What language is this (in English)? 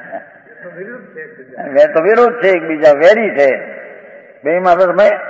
Gujarati